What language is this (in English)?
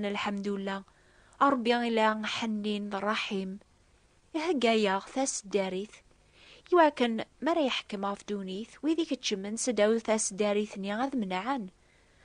Kabyle